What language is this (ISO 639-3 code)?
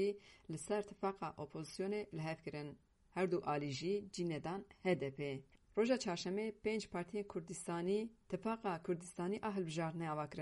kur